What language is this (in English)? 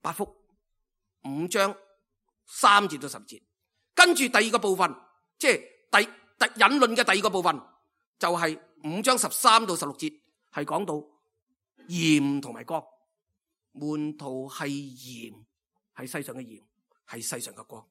Cantonese